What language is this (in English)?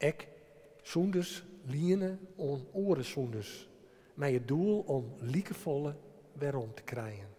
Western Frisian